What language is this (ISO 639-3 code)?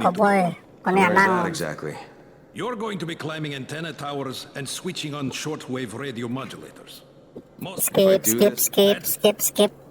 bjn